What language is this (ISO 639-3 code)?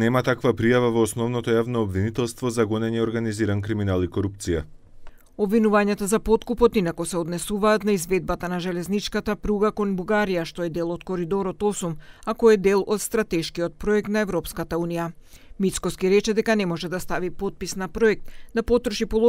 mkd